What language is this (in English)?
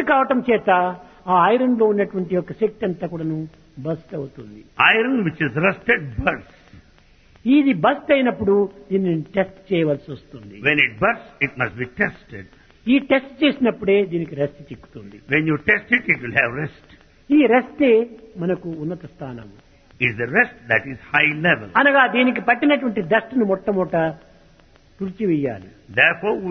Telugu